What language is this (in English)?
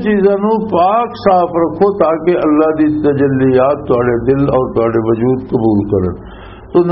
Western Panjabi